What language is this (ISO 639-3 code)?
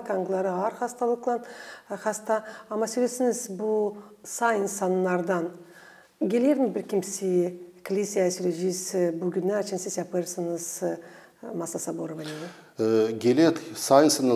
gag